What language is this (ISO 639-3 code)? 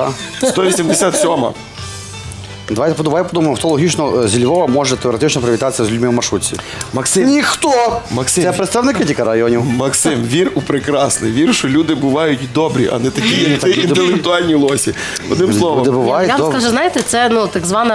ukr